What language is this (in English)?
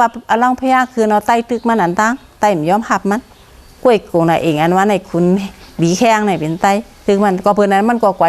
Shan